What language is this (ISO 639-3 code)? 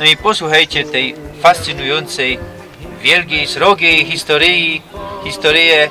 szl